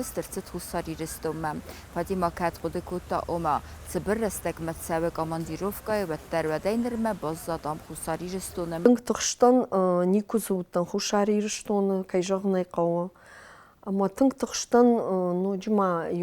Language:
Ossetic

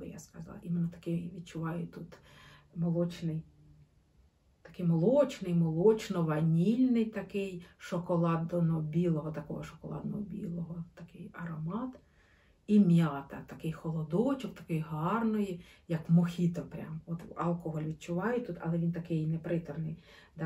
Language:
Ukrainian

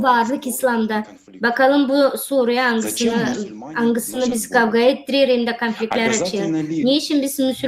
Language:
Gagauz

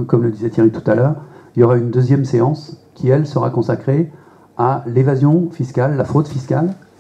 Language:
French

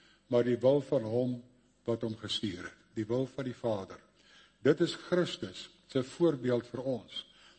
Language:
Afrikaans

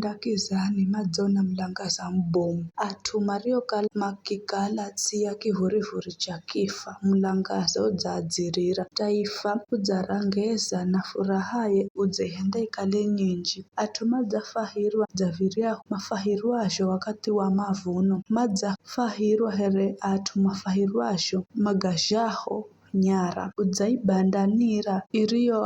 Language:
Giryama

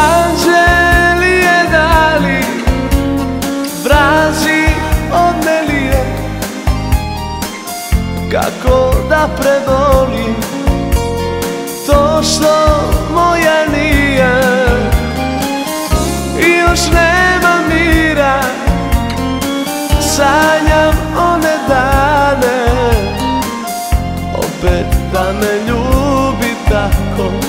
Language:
Serbian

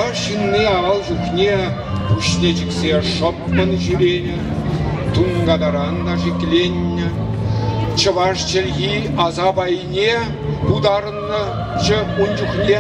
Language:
Chuvash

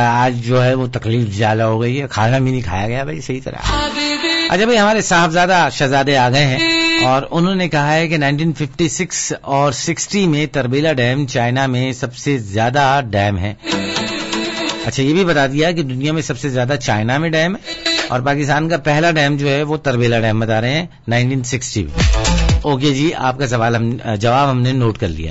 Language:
Urdu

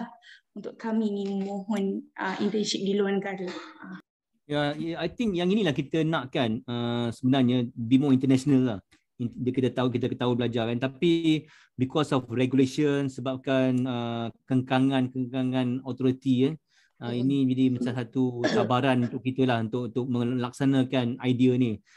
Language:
Malay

